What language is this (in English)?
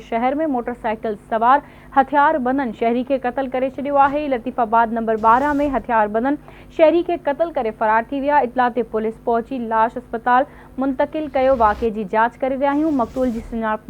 Sindhi